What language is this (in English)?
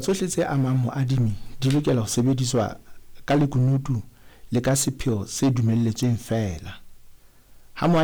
Southern Sotho